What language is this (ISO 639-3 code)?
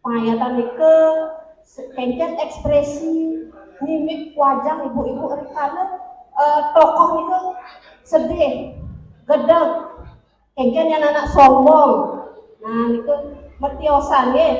ban